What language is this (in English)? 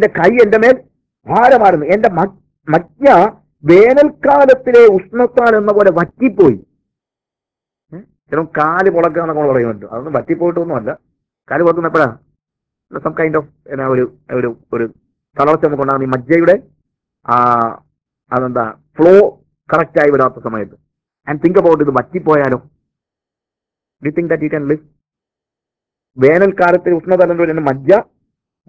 Malayalam